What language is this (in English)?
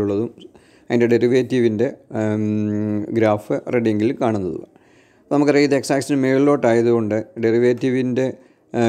Malayalam